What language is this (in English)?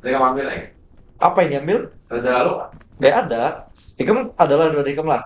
Banjar